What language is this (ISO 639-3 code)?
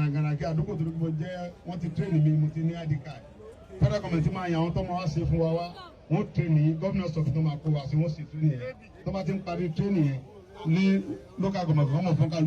yor